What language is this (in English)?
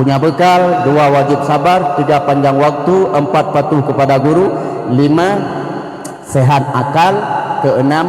Achinese